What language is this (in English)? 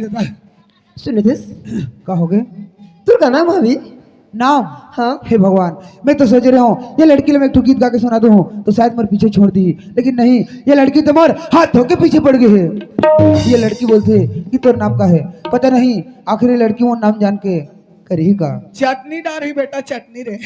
Chhattisgarhi